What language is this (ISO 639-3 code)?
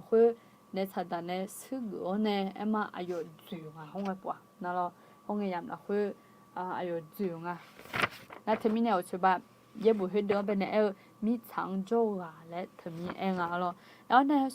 ahk